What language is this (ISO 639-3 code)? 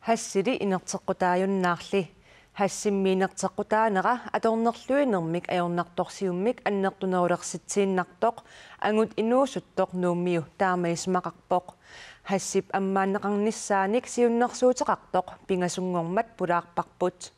kal